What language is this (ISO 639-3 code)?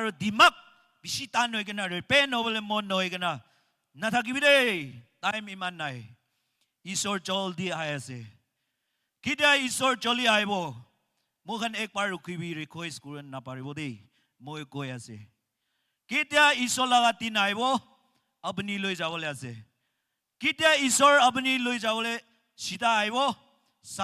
nag